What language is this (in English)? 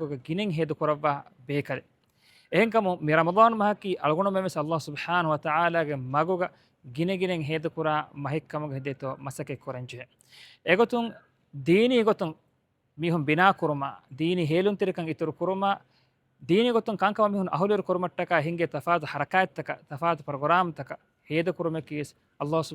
Divehi